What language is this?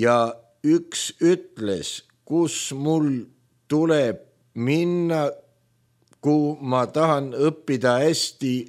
Estonian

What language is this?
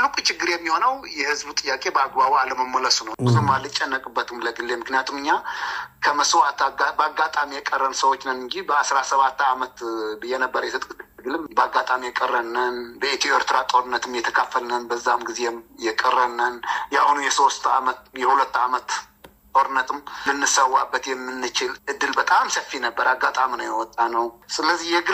Amharic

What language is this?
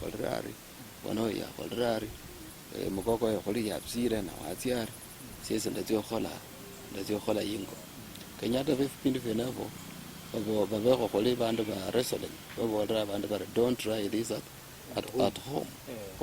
Luyia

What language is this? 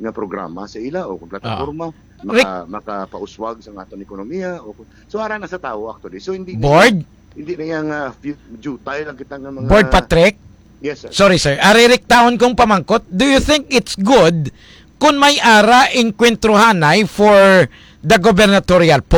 Hiligaynon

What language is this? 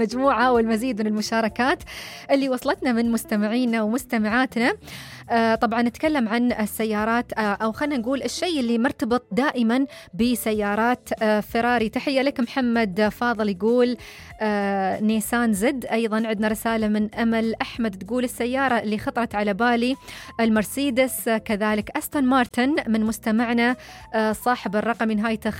Najdi Arabic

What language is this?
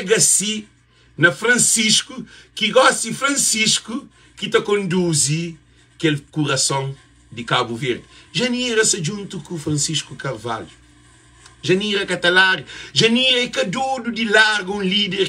Kabuverdianu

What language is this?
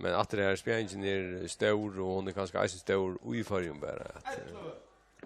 Faroese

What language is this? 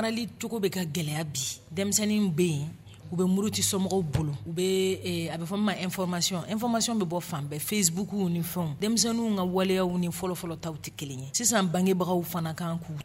Dyula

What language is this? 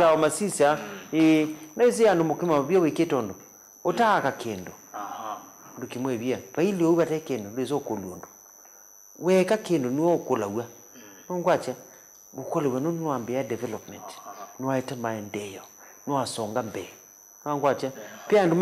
Kamba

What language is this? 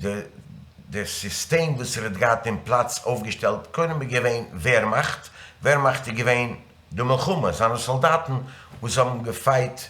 Yiddish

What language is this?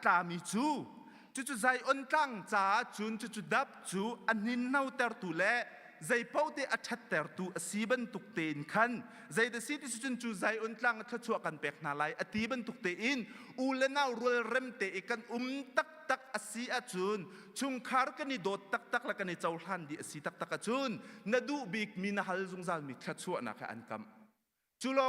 Hakha Chin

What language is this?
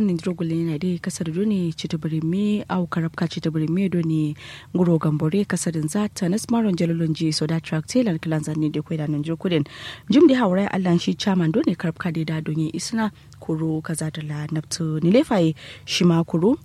Kanuri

